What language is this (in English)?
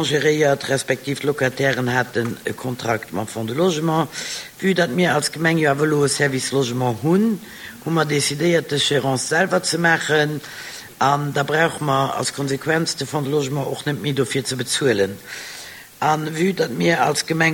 Luxembourgish